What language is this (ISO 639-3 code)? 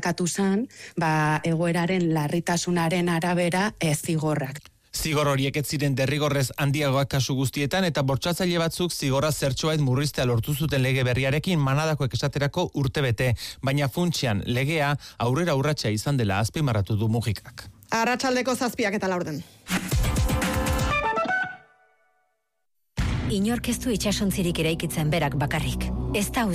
eus